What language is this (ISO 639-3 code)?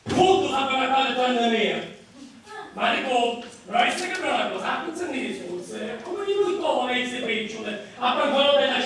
scn